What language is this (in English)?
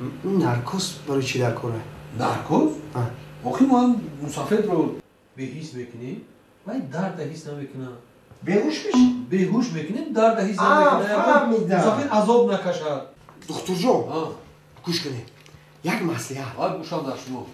Tajik